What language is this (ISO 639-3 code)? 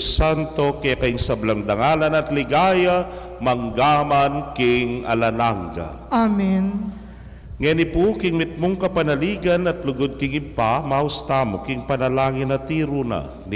pam